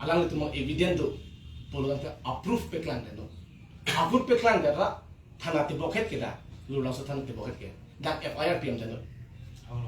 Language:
Karbi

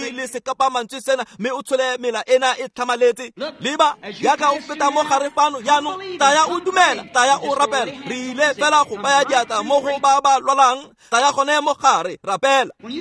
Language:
Tswana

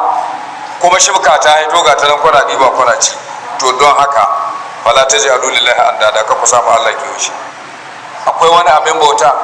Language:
Hausa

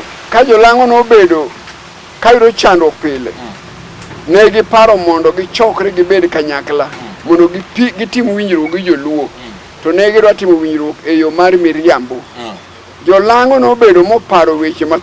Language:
Luo (Kenya and Tanzania)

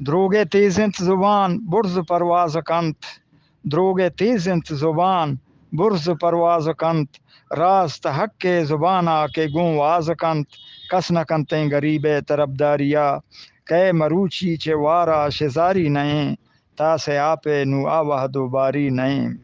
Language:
Eastern Balochi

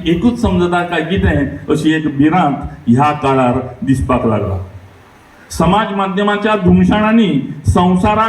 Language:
Konkani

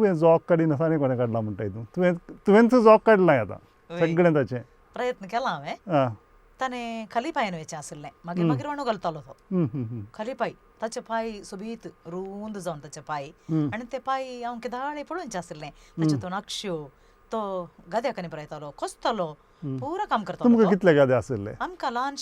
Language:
Konkani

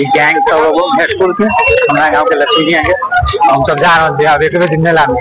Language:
Maithili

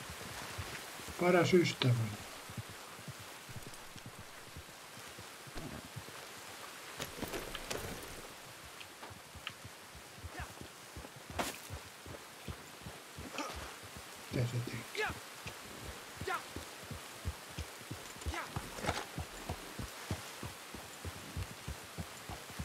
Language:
Finnish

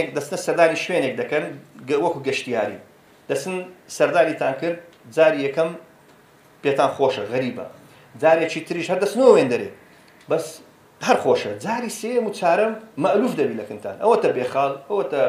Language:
Central Kurdish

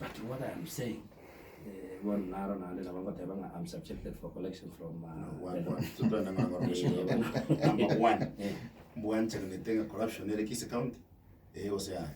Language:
Gusii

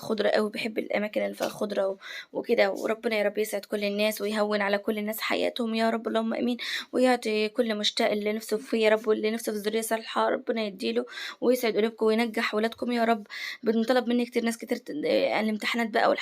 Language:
Egyptian Arabic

